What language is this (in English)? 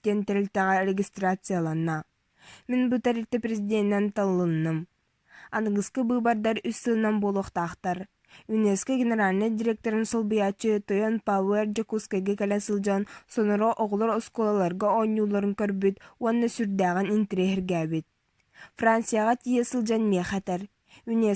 Yakut